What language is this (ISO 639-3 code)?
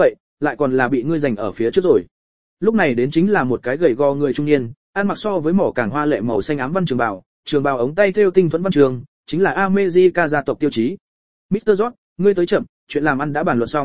vie